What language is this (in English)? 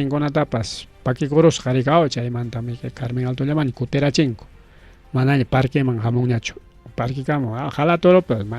Ayacucho Quechua